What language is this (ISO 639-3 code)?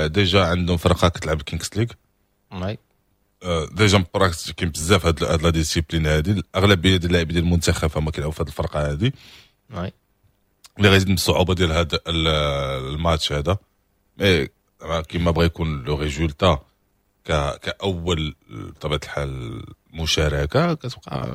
ary